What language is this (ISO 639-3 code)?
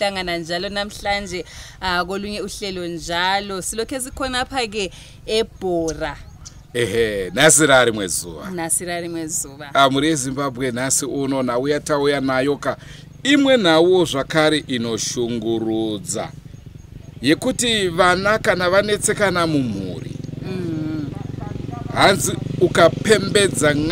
sna